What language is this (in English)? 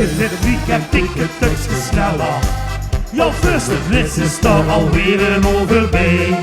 Limburgish